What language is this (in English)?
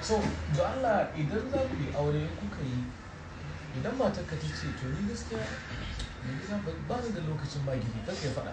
Hausa